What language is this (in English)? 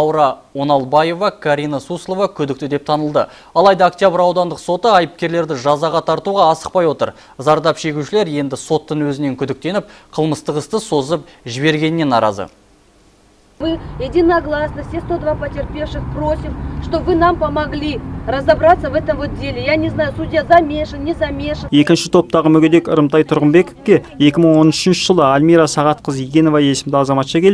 Kazakh